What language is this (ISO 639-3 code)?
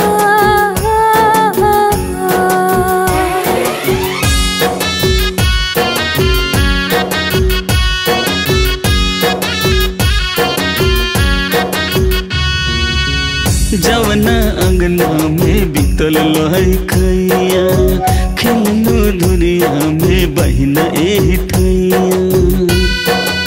bho